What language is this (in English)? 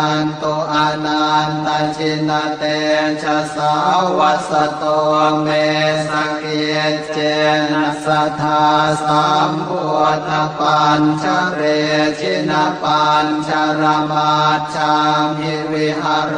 Pali